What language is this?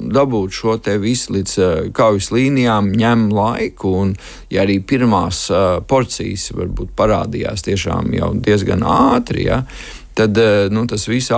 Latvian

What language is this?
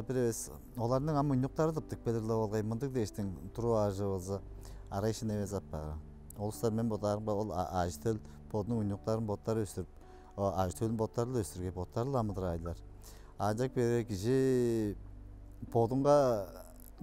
Tuvinian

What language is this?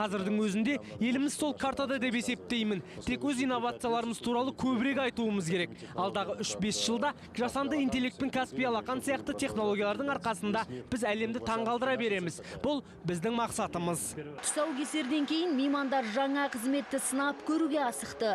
Kazakh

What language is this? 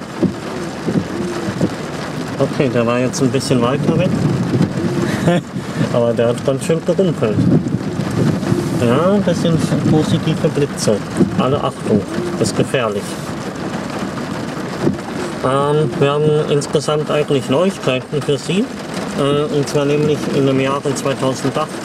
German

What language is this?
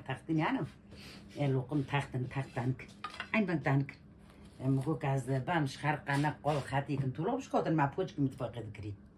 Kurdish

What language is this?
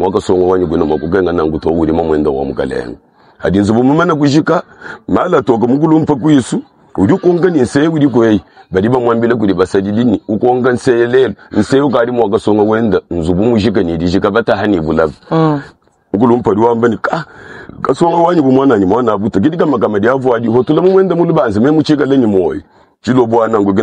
Luba-Lulua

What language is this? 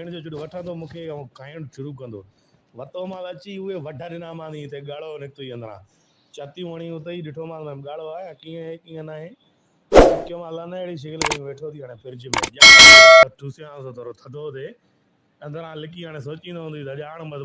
Sindhi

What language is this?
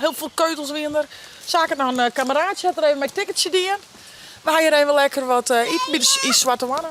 Western Frisian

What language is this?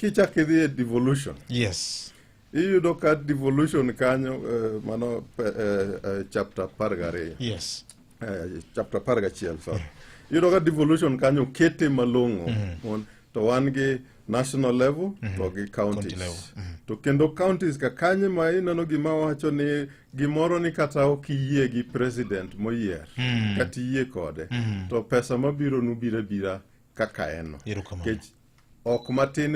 Luo (Kenya and Tanzania)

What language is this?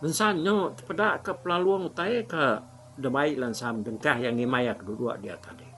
Iban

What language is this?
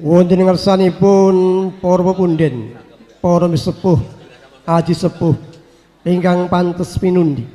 Javanese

